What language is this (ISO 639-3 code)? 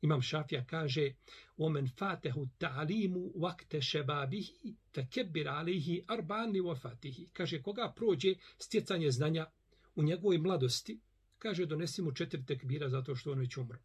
bos